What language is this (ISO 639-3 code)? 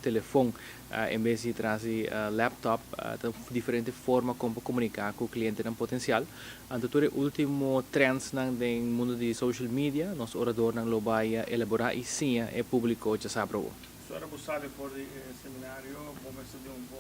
pap